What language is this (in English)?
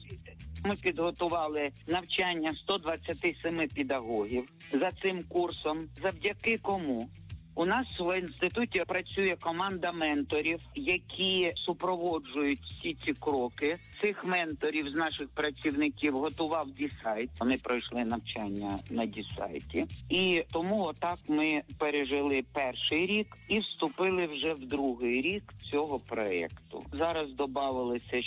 Ukrainian